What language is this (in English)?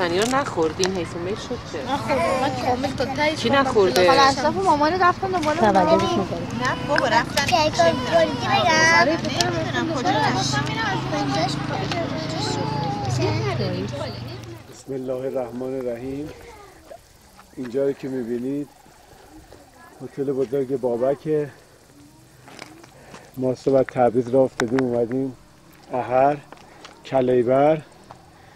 Persian